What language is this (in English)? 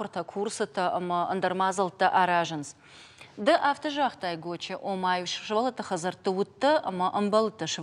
Ossetic